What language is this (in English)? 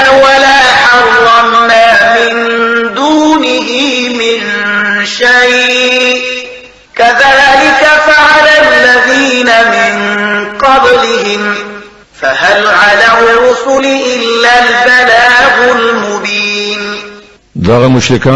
Pashto